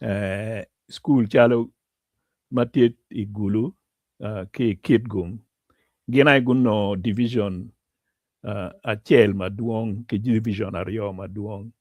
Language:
Acoli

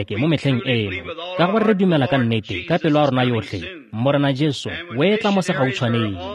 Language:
Tswana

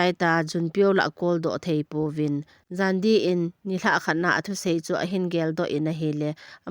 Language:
Thado Chin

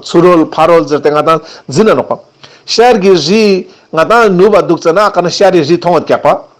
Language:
Ladakhi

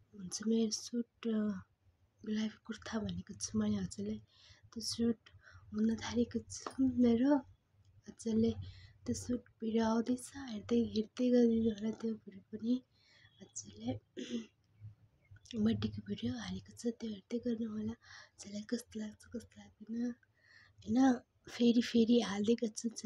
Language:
Nepali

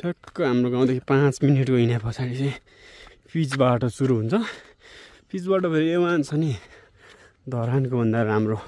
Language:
Nepali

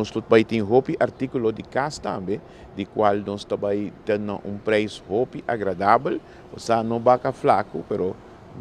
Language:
Papiamento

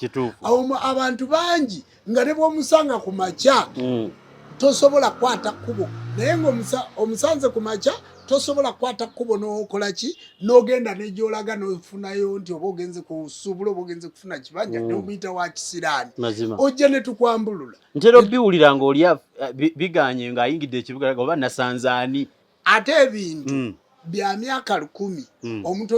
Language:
Ganda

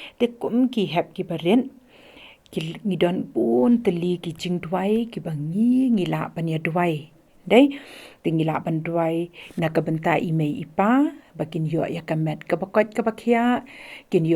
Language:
Khasi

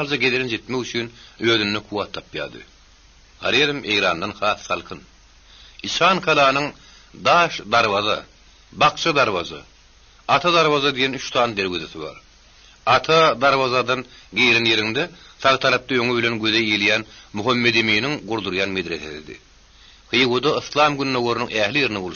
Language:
Turkmen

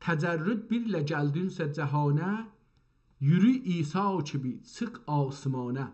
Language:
South Azerbaijani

